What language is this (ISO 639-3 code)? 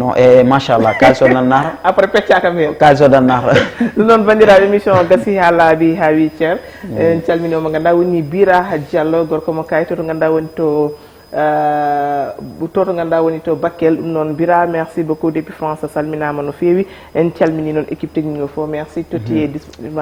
ful